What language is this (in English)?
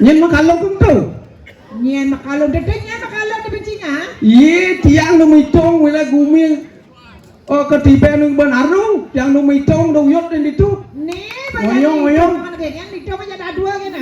Balinese